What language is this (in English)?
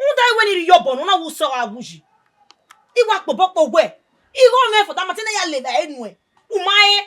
Bini